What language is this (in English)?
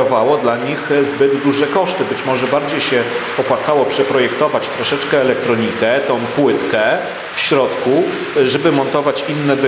Polish